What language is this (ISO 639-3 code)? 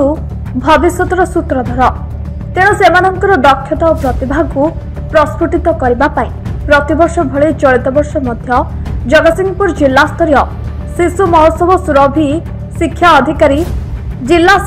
ori